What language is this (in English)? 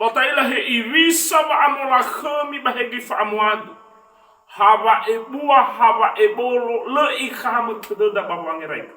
Nias